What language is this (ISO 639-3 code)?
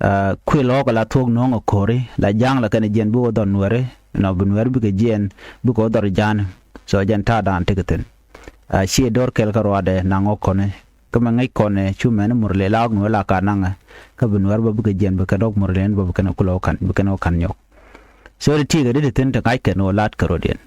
nus